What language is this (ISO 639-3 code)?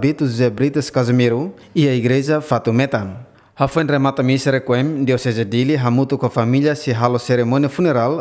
tet